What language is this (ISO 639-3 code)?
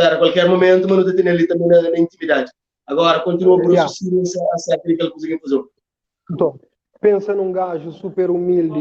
kea